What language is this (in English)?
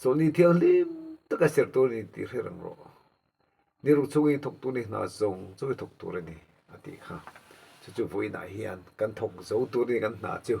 Mizo